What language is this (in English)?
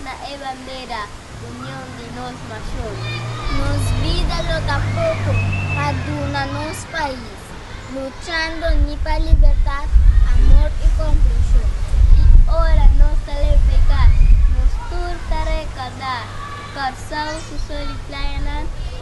Papiamento